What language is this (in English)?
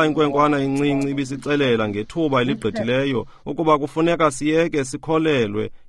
Xhosa